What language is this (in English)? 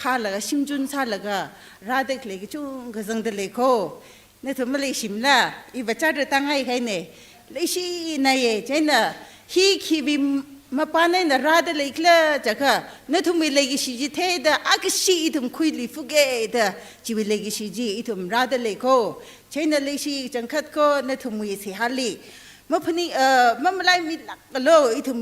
Tangkhul Naga (India)